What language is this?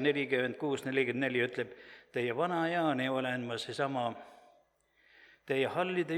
Estonian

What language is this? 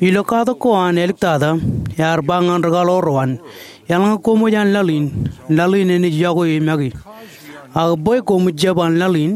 Marshallese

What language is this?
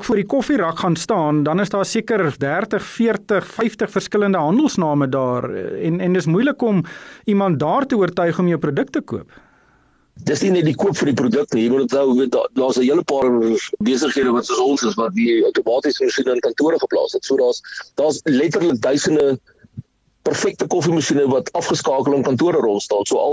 Afrikaans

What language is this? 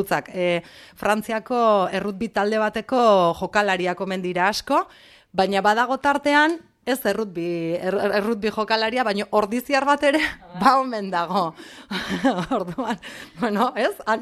Basque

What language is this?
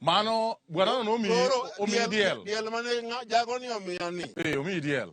Luo (Kenya and Tanzania)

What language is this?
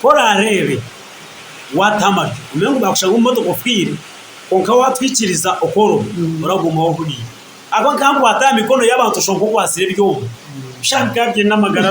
Nyankole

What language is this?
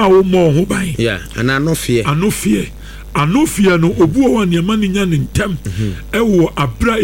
Akan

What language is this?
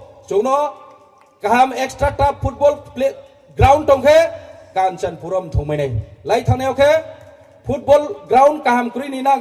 Riang (India)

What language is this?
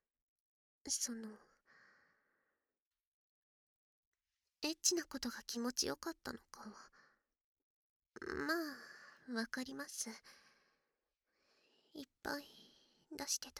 Japanese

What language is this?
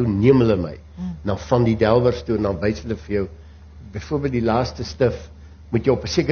Afrikaans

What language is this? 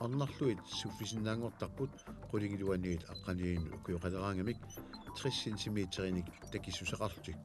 Kalaallisut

